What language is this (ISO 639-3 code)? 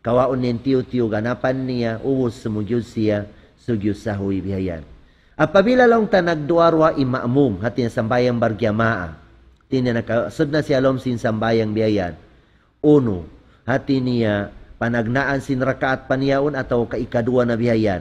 tsg